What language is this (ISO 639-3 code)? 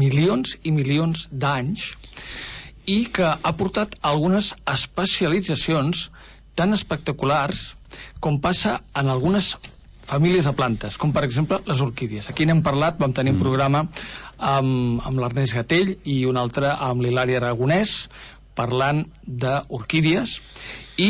cat